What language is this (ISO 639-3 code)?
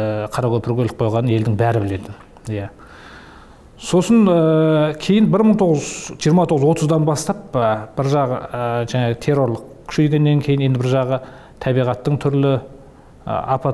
kaz